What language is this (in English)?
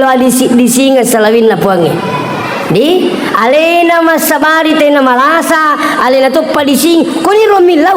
Buginese